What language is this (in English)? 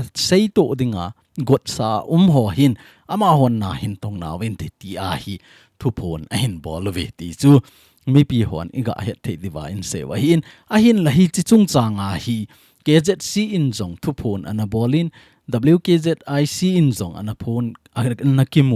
Thado Chin